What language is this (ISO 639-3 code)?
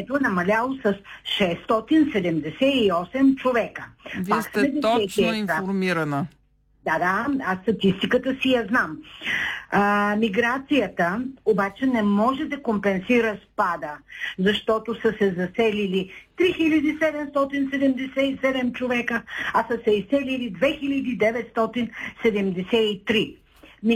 bul